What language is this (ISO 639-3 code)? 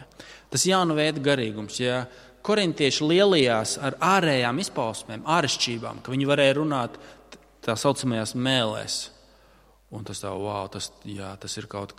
lav